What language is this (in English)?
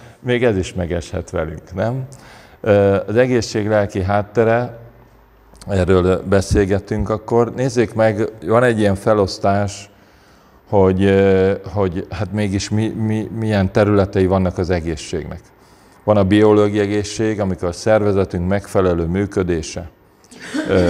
Hungarian